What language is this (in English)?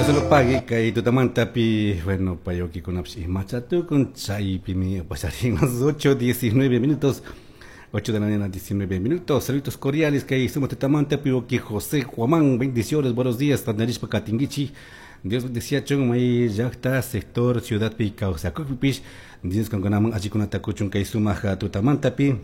Chimborazo Highland Quichua